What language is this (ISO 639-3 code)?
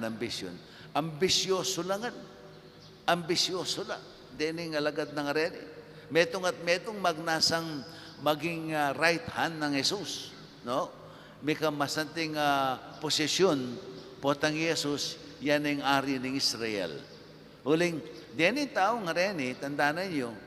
pam